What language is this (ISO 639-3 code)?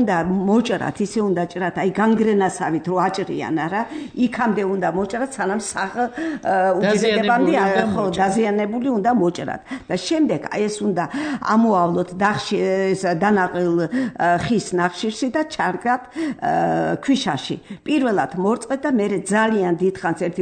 kat